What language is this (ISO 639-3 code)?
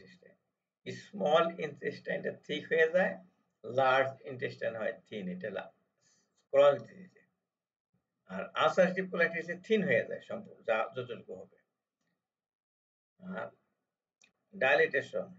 ben